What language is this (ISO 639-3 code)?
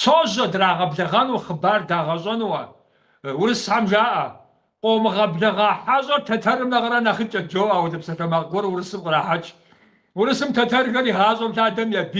kbd